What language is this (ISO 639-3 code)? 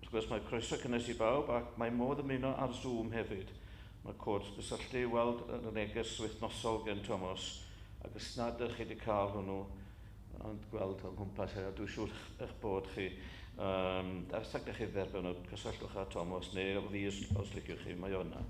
cym